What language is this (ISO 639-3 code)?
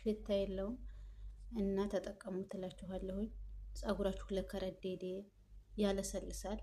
amh